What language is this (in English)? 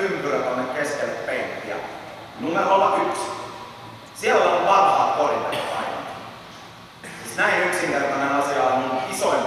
Finnish